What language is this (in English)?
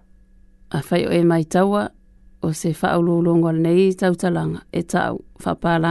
Samoan